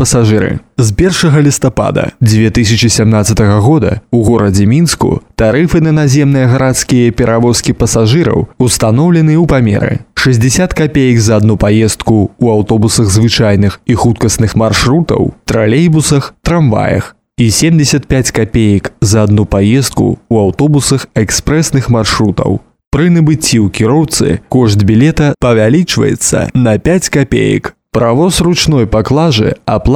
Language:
Belarusian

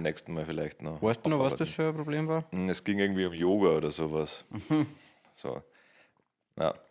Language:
Bavarian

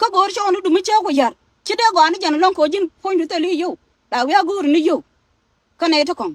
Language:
Nuer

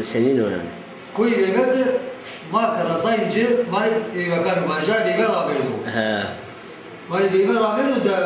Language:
Zaza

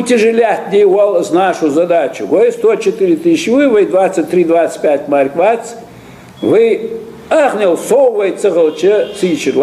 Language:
Ingush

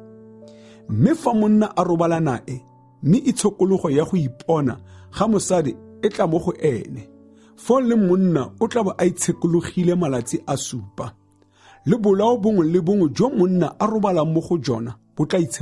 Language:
Tswana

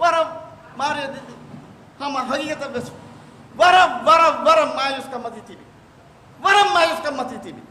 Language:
Divehi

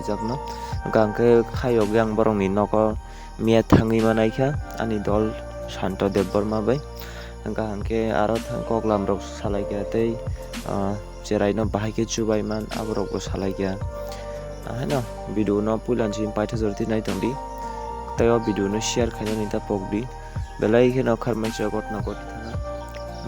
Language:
Kok Borok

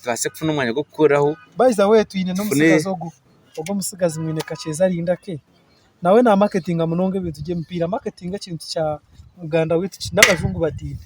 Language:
Nyankole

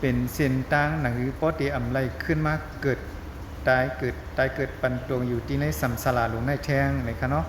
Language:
Shan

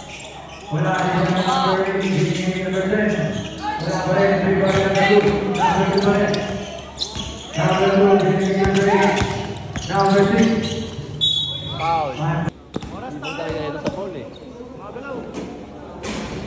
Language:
Filipino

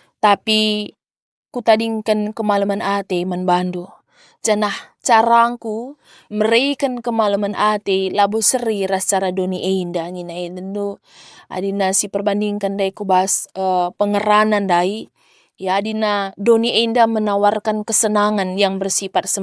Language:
Batak Karo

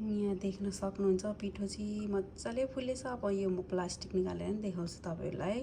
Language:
Nepali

